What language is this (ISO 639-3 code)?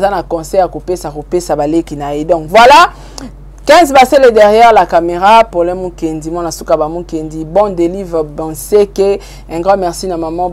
lin